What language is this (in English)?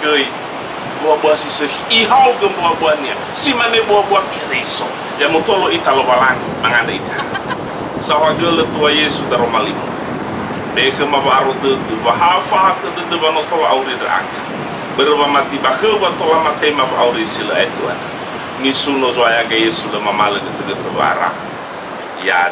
Nias